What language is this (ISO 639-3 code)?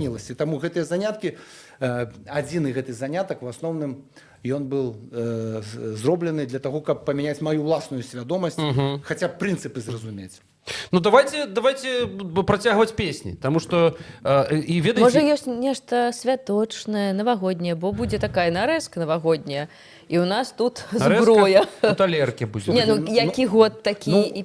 bel